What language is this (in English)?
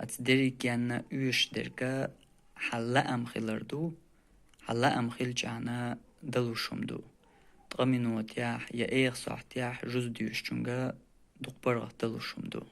Chechen